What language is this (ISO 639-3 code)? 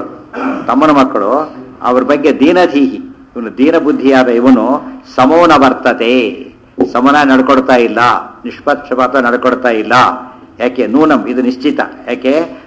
kan